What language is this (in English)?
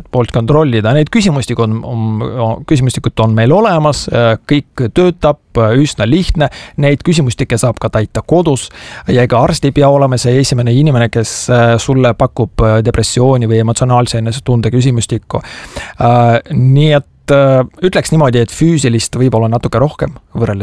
Estonian